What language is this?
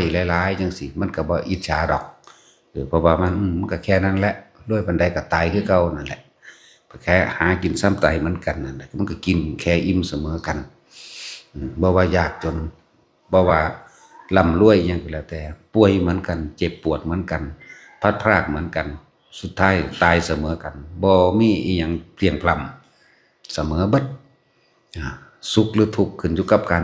Northeastern Thai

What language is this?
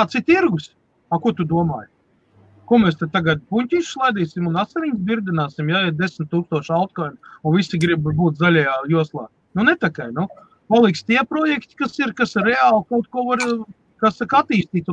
Latvian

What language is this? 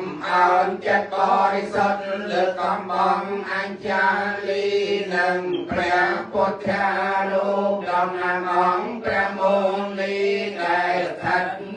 Khmer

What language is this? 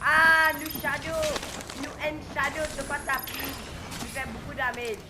Morisyen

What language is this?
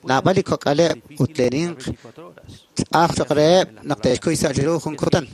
Kekchí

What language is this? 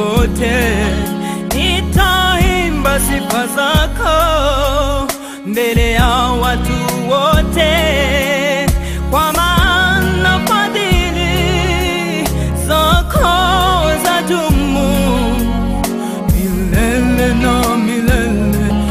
Swahili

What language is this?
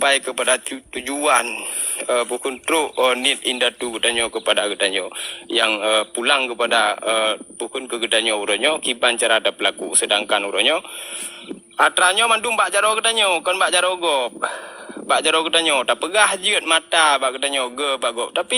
Achinese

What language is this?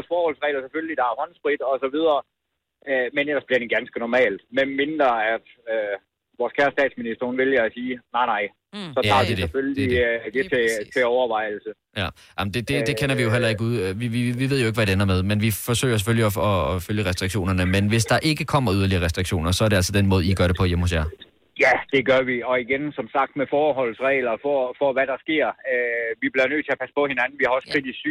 Danish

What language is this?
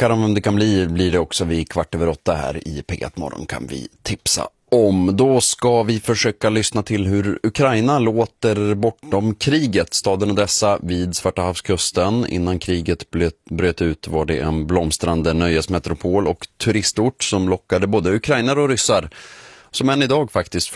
Swedish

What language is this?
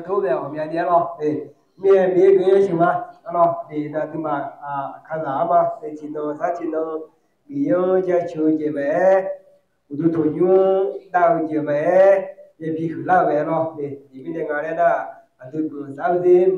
Akha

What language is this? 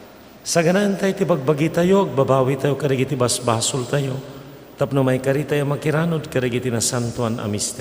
Iloko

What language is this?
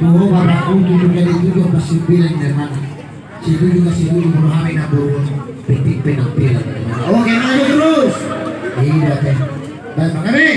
Batak Toba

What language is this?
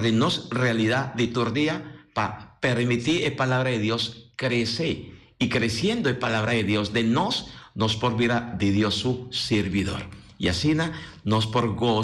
Papiamento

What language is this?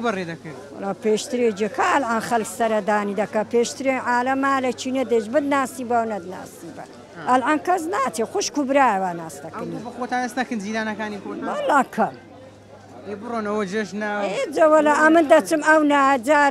Central Kurdish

